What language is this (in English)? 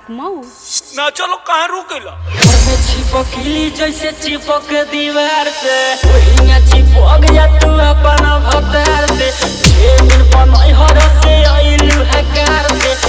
Bhojpuri